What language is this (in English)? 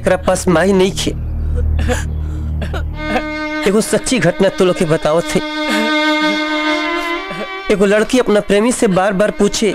Bhojpuri